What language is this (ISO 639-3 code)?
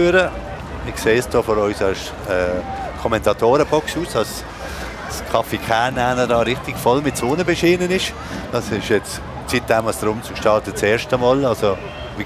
gsw